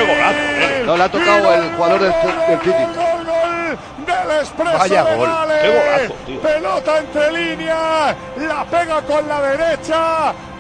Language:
Spanish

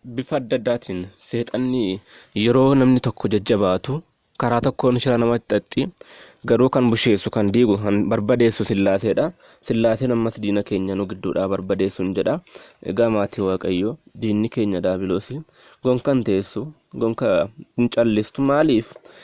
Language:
Oromo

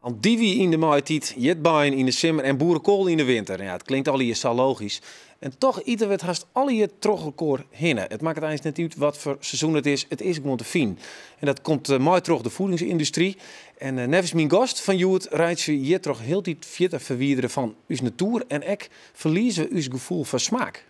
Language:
Western Frisian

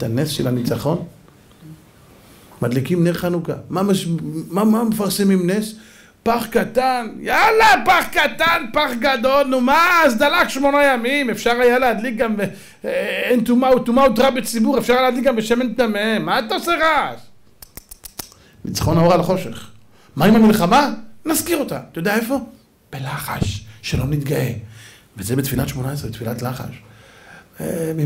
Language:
Hebrew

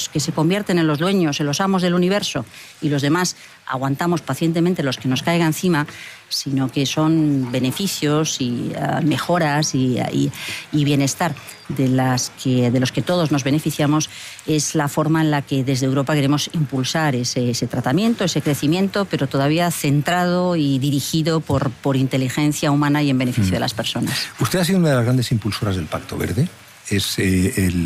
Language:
Spanish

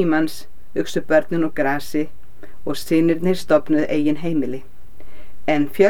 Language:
Icelandic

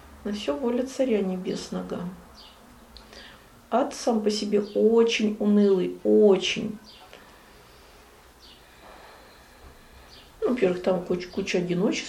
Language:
Russian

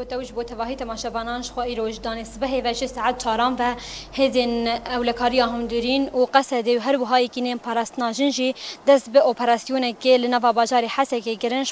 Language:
Kurdish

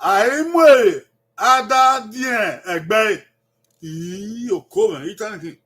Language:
Bini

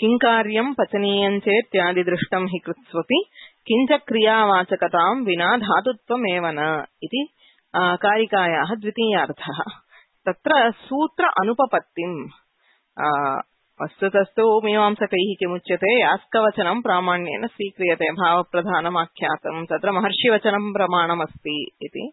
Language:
Sanskrit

